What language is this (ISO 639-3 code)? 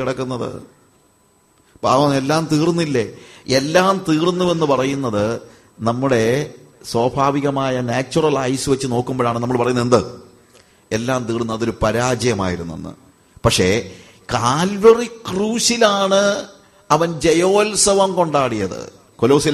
mal